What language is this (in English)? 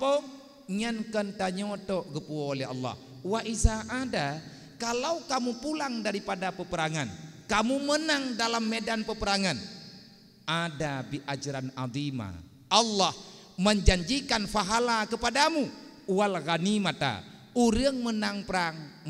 Achinese